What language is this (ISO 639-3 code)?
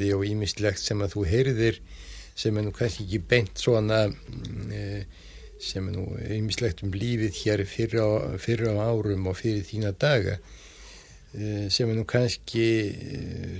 isl